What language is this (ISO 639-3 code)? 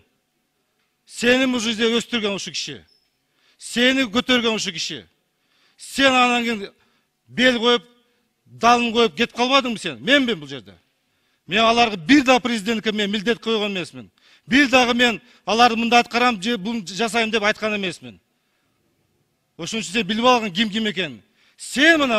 kir